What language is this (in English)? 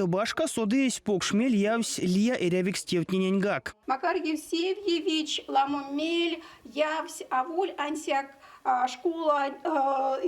Erzya